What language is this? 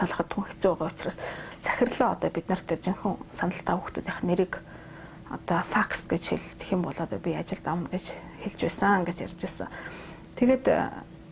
Mongolian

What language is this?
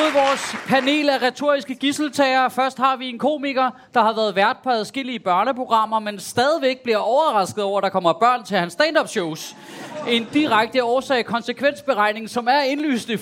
Danish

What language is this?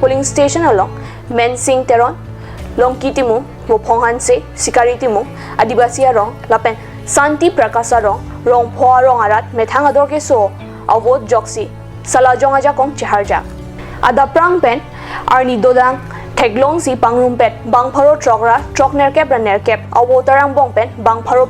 Karbi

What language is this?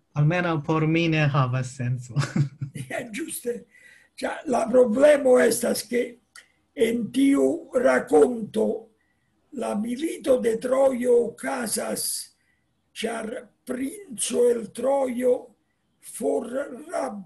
Esperanto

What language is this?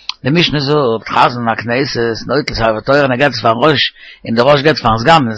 Yiddish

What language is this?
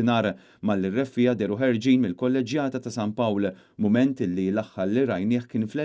Maltese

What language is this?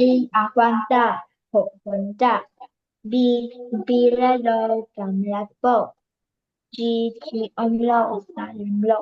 Tedim Chin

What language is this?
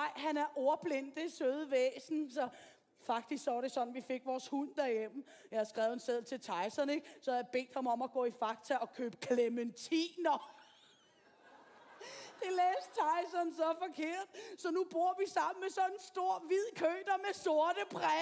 Danish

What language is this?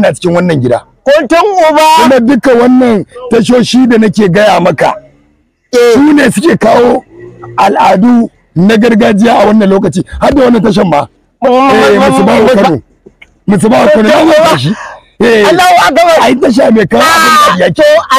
Hausa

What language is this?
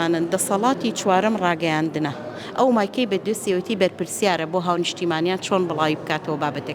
Central Kurdish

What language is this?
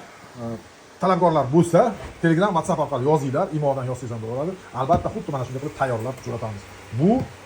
Uzbek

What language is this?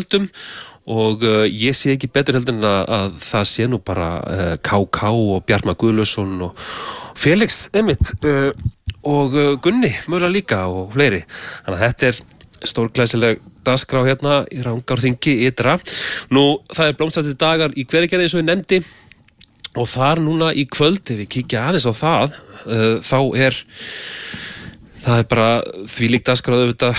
Icelandic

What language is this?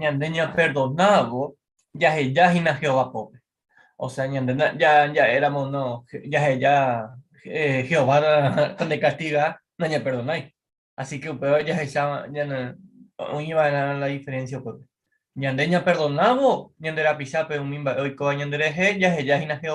Guarani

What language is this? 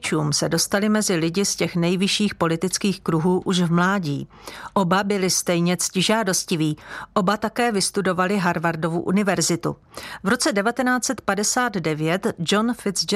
Czech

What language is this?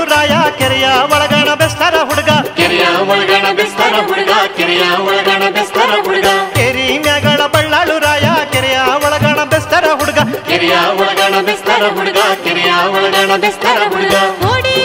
Kannada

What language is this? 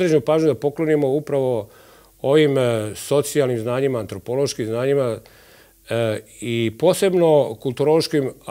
Serbian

